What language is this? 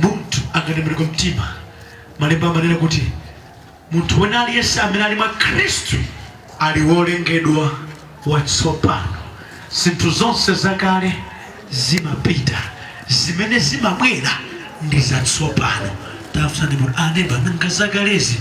Nyanja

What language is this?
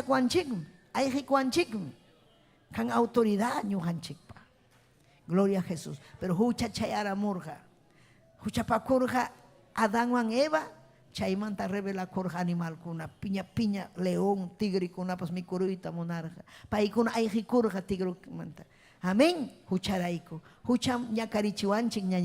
Ayacucho Quechua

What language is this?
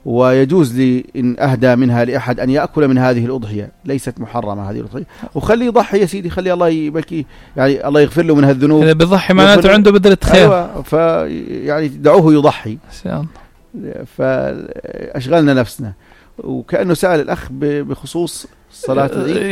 North Levantine Arabic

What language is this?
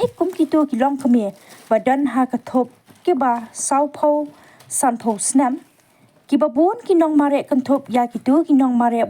Khasi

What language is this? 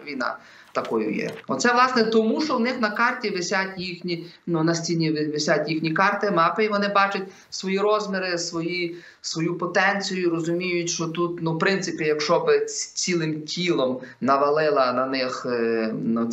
Ukrainian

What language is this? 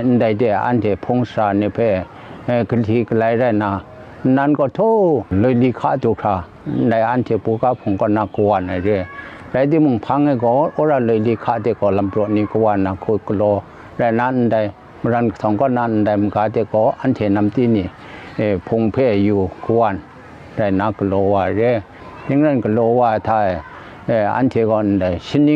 Kachin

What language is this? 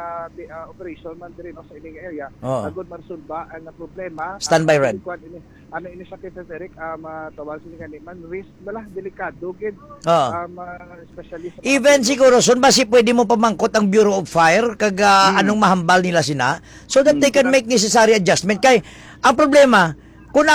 Hiligaynon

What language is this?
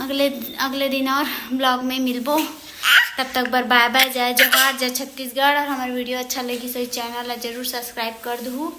Chhattisgarhi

